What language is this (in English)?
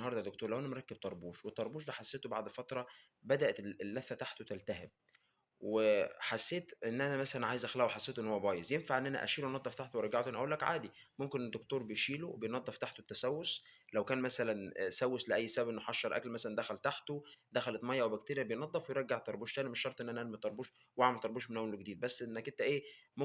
Egyptian Arabic